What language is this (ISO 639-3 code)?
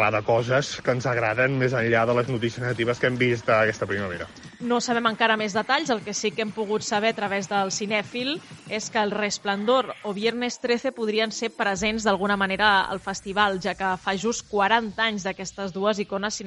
cat